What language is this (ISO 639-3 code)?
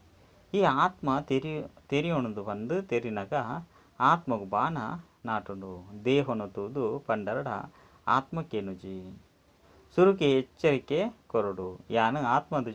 tcy